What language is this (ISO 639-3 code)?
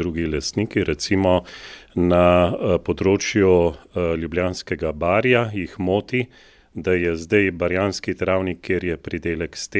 slv